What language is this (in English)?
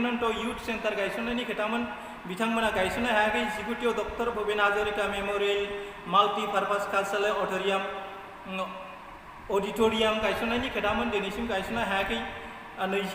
Bodo